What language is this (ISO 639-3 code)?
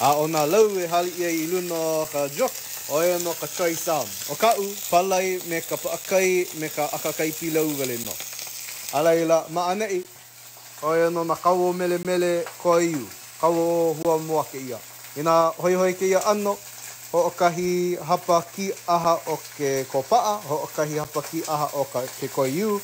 haw